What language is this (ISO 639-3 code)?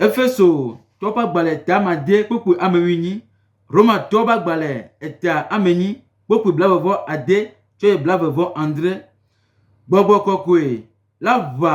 gej